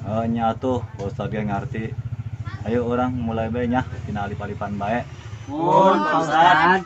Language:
Sundanese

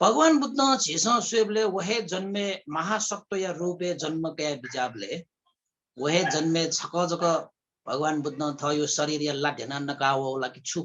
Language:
Newari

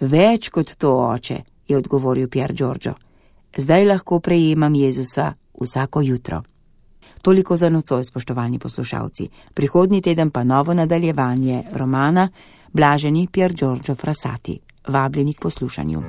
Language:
Slovenian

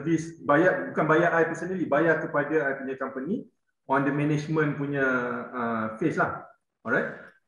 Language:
Malay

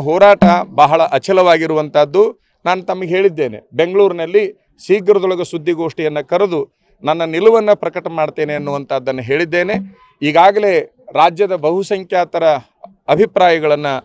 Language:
Kannada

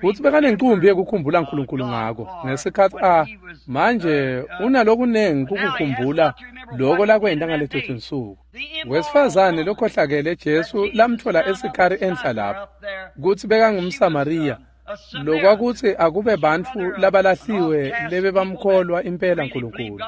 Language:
Swati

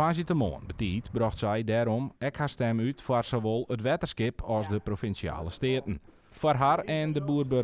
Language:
Western Frisian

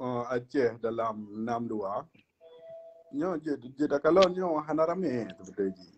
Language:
Achinese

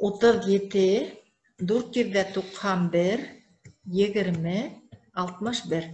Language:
Bashkir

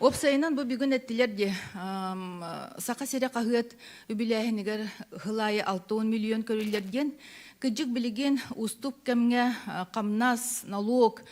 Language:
Yakut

